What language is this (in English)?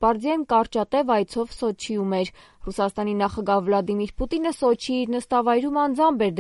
Armenian